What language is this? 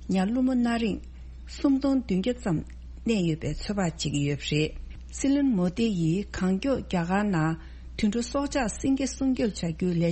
Tibetan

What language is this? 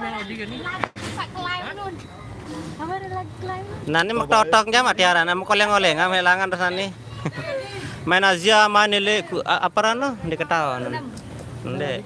Sasak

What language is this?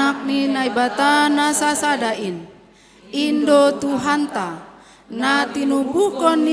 Batak Simalungun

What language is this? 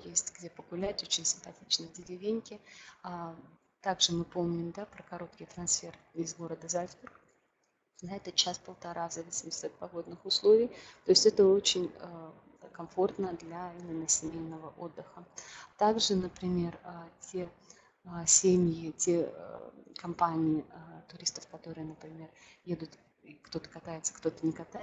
Russian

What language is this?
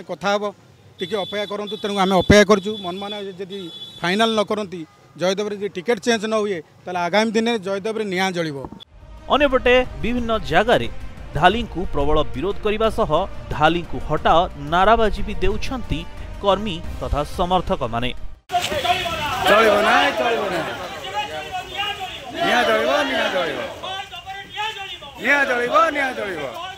Odia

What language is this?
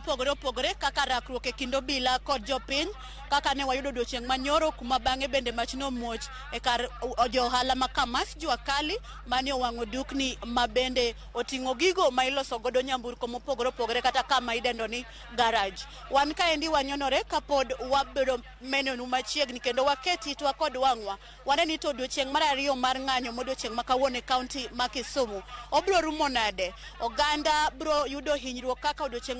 Luo (Kenya and Tanzania)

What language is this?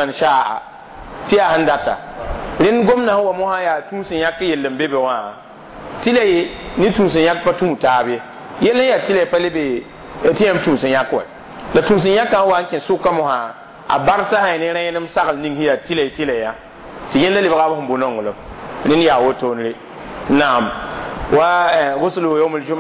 Mossi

